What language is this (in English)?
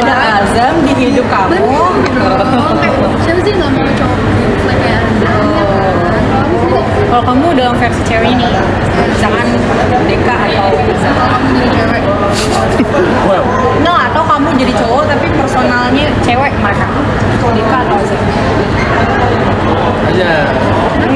Indonesian